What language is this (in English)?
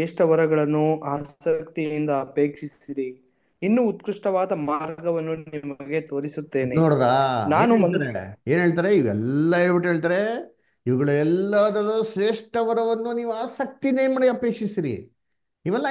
Kannada